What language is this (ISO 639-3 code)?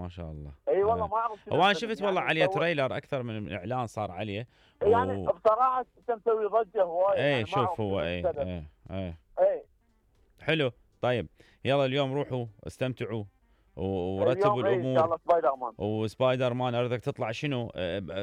acm